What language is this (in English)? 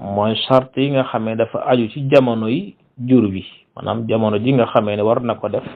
Wolof